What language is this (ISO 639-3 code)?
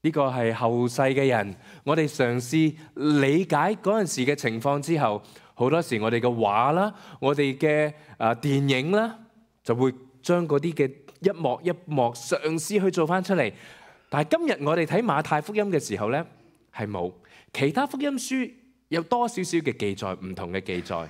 yue